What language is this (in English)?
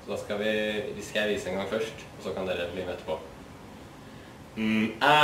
Norwegian